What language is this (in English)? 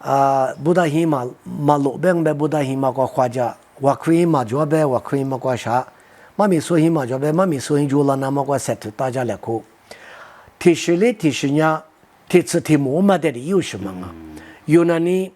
Lisu